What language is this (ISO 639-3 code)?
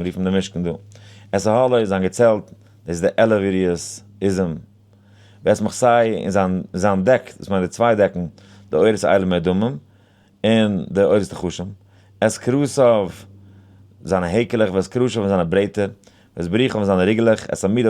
yid